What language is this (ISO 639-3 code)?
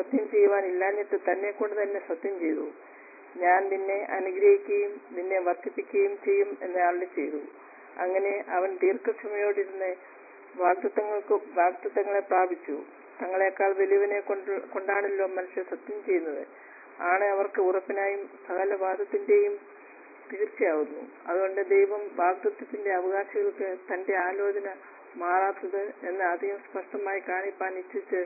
mal